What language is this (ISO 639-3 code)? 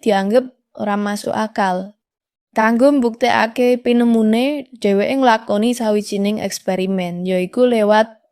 jav